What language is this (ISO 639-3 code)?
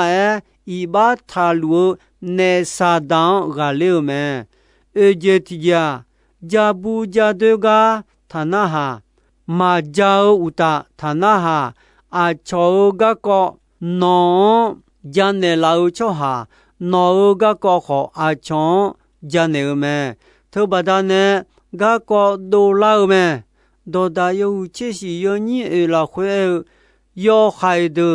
ahk